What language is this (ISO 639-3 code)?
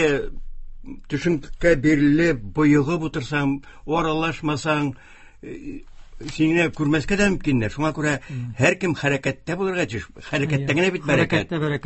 tat